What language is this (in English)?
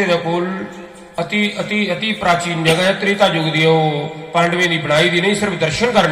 Dogri